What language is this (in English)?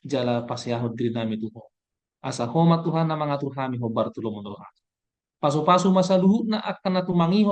Batak Toba